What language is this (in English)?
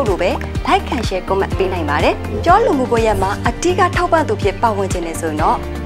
Burmese